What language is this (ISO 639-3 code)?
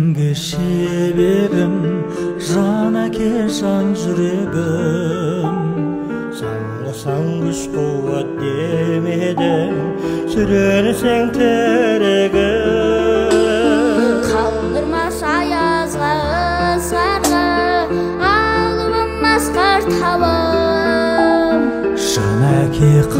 kaz